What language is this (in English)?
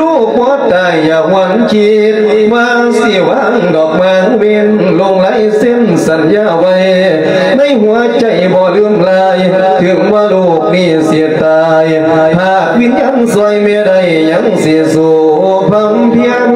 Lao